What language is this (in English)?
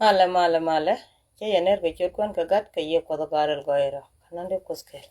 Nuer